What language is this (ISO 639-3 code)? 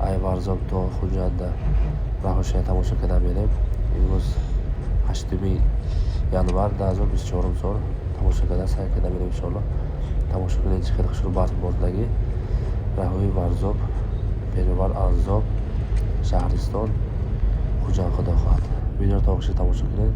tgk